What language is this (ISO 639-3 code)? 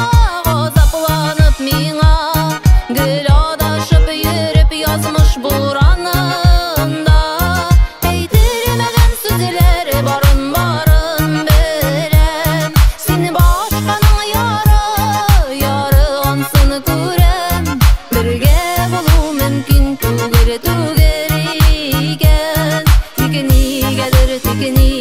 tat